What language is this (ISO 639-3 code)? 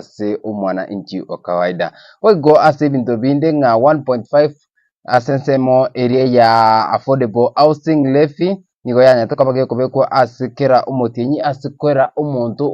guz